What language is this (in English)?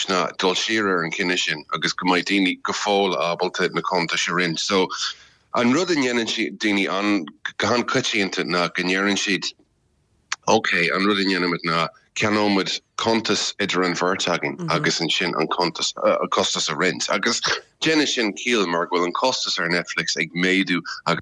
Irish